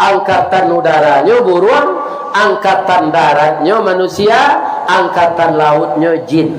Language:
Minangkabau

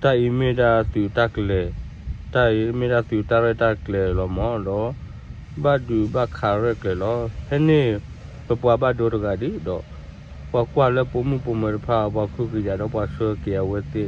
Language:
S'gaw Karen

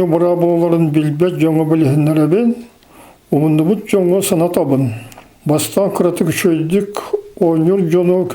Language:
Yakut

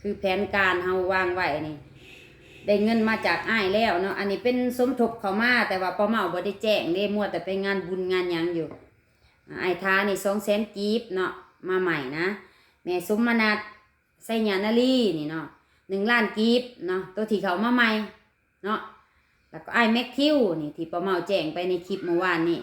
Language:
Lao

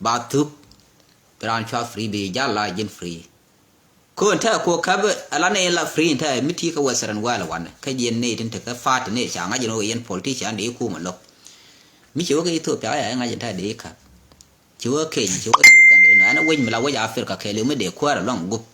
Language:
Nuer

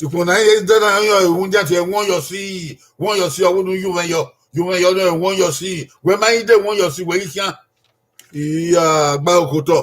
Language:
Bini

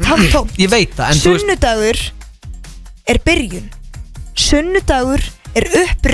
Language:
Icelandic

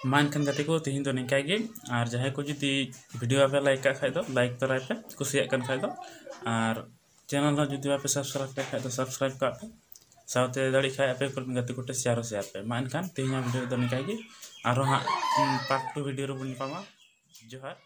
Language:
Santali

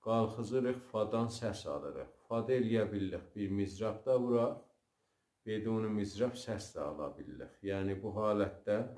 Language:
South Azerbaijani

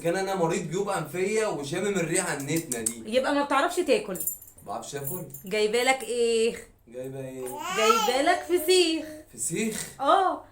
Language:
Egyptian Arabic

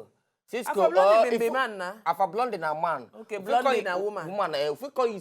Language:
Nigerian Pidgin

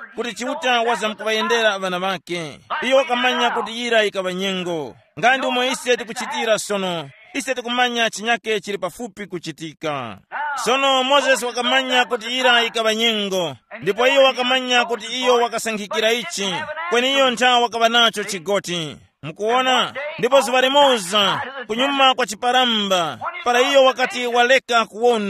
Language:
Tumbuka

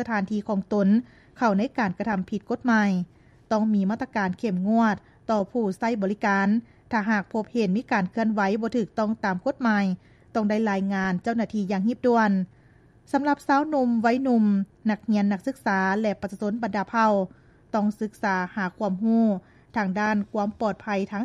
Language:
Lao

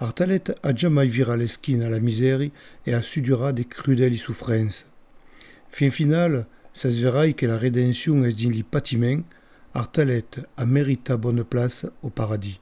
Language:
Occitan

